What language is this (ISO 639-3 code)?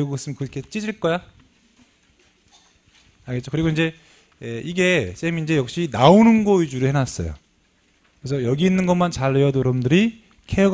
kor